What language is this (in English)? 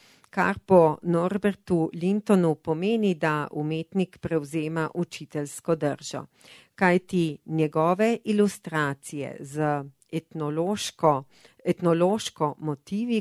Slovenian